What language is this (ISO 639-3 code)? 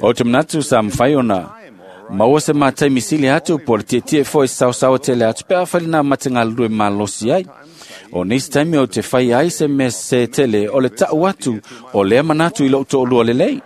smo